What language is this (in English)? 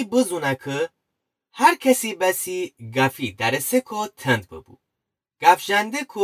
Gilaki